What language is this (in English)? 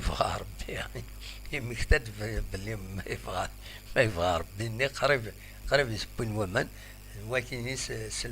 Kabyle